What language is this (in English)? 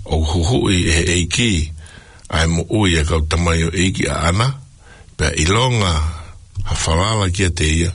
Tongan